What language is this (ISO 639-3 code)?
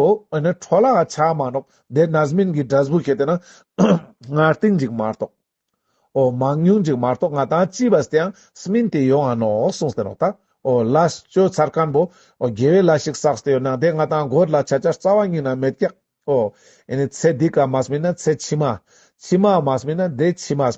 lbj